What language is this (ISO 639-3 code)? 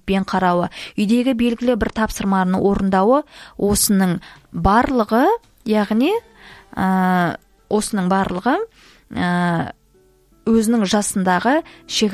kaz